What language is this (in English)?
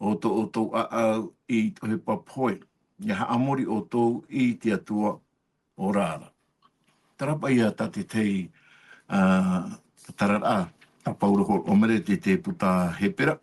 Tahitian